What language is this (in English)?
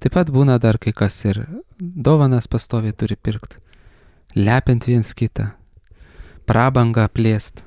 Lithuanian